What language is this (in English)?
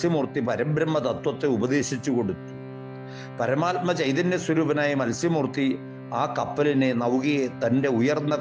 Malayalam